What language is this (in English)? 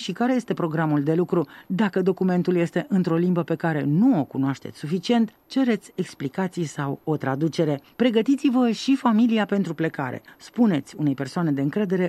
Romanian